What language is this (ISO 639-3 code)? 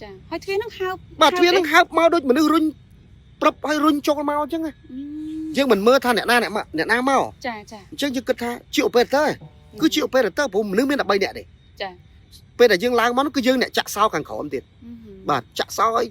khm